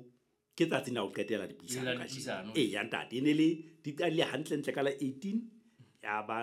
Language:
Southern Sotho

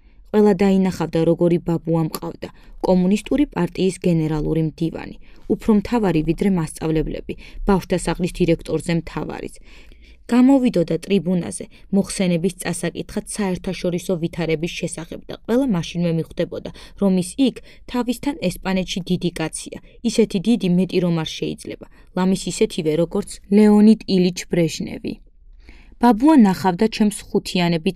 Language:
Georgian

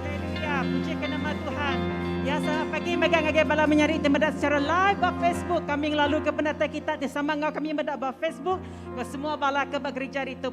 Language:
Iban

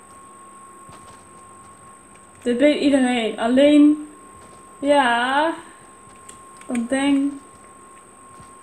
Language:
Dutch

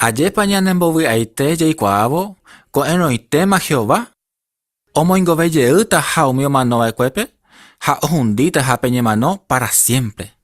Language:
Guarani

